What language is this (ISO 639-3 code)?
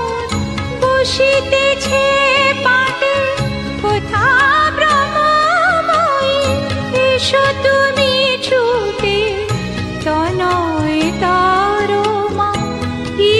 ben